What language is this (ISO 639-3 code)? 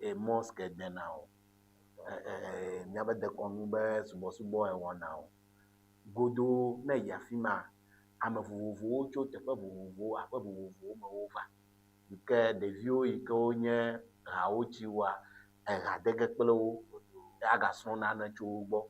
ewe